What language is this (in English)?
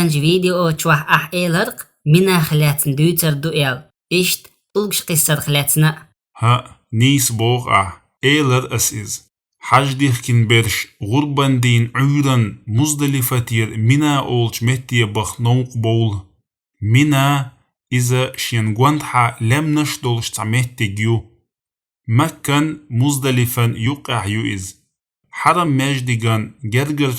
Chechen